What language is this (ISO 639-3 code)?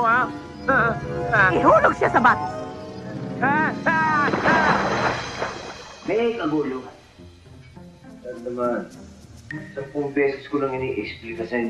fil